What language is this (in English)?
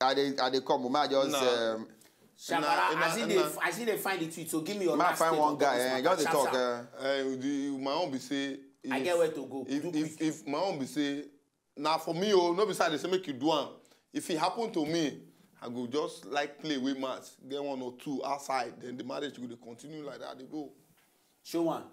Nigerian Pidgin